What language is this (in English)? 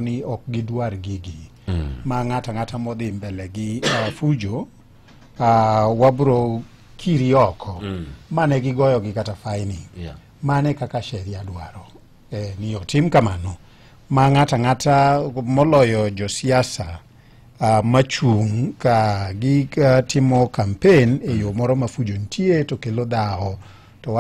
Luo (Kenya and Tanzania)